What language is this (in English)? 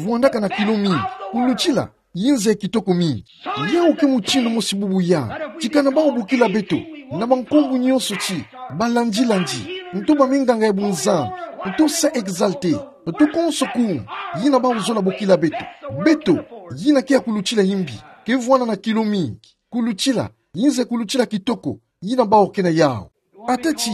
Kituba (Democratic Republic of Congo)